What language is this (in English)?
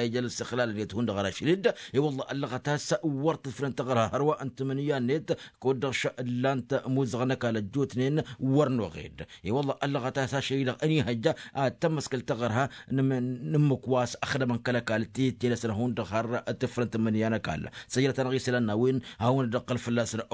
Tamasheq